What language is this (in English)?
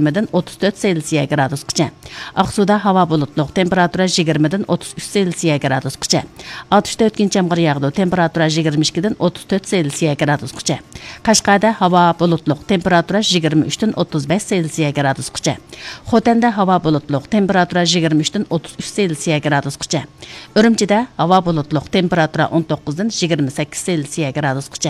Uyghur